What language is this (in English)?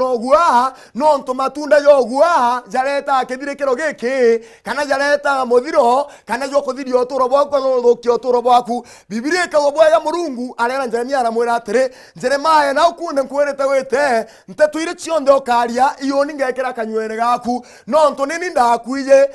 Meru